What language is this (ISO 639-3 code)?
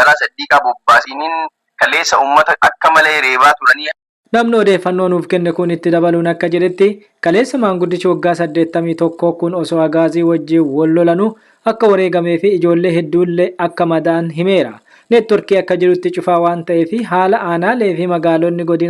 orm